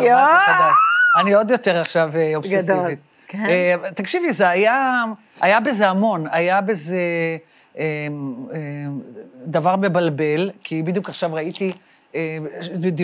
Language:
Hebrew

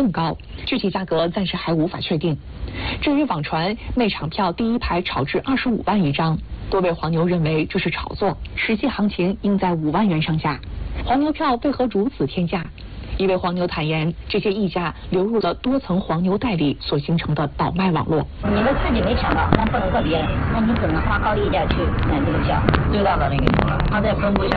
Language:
Chinese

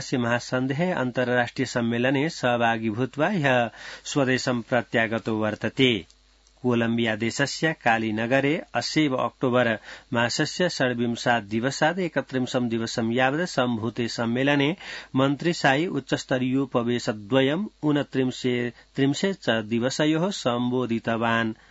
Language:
Sanskrit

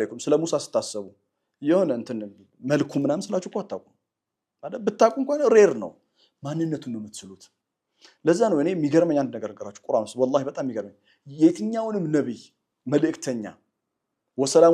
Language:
Amharic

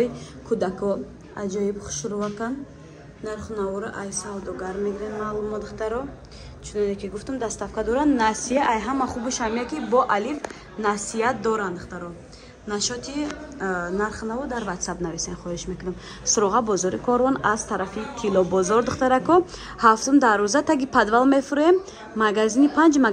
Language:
Tajik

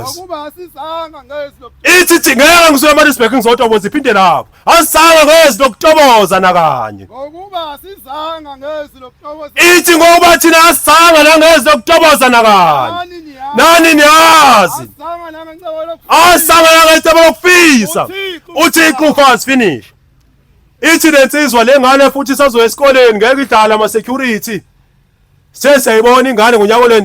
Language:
Zulu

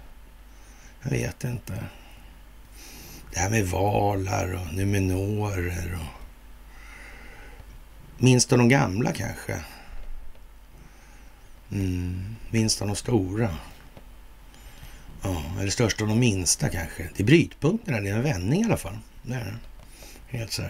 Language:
Swedish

